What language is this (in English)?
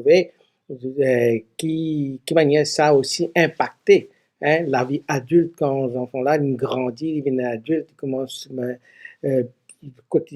Morisyen